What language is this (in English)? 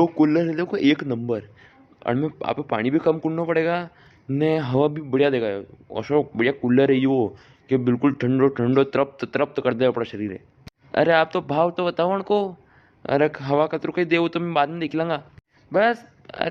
Rajasthani